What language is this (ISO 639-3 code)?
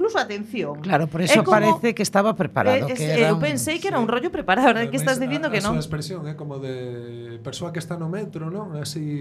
glg